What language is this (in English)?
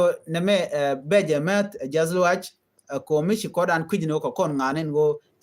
Nuer